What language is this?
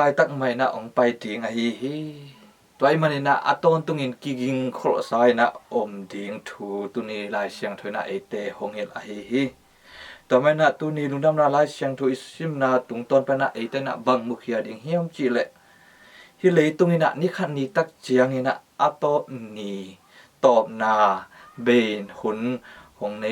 Tedim Chin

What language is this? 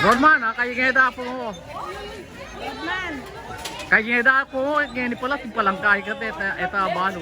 Pampanga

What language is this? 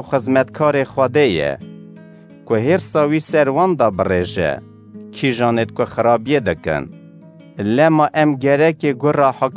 Kurdish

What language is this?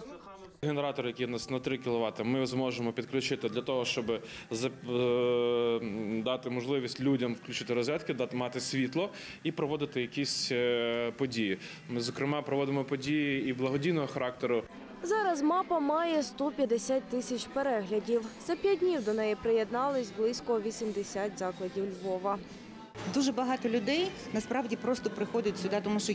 Ukrainian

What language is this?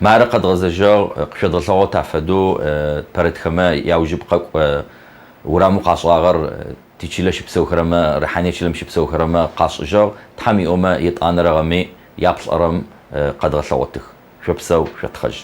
Adyghe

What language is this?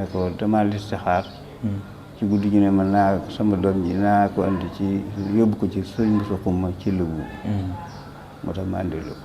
Wolof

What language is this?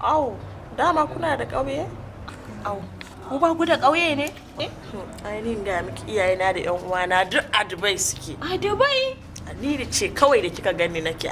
Hausa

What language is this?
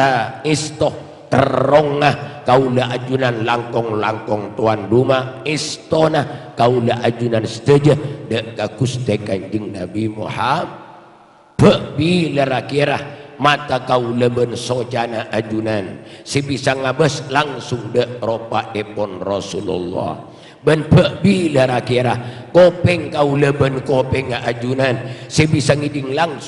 Madurese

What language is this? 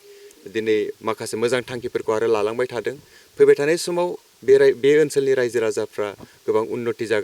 Bodo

